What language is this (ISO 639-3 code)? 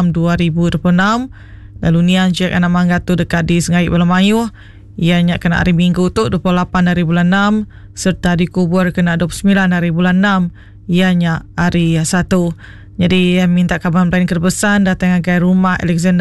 iba